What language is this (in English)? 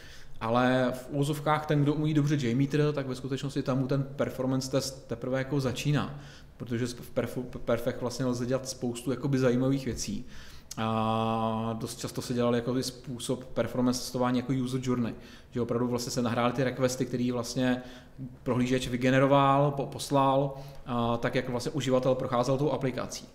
Czech